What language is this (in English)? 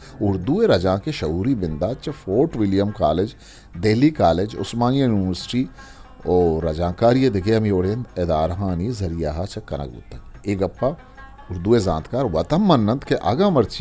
Eastern Balochi